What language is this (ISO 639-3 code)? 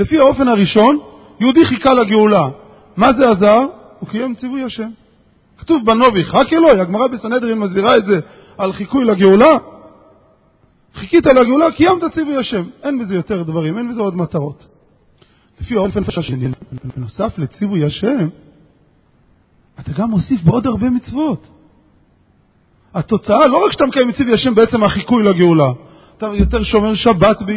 heb